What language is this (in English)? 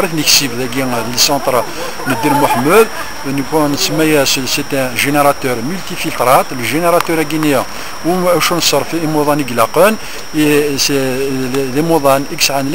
Kabyle